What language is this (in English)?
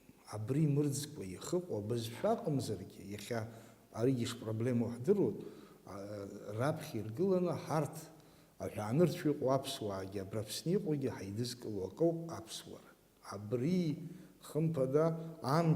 Abkhazian